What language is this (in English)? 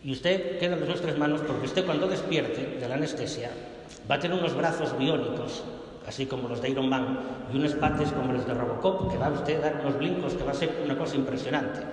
Asturian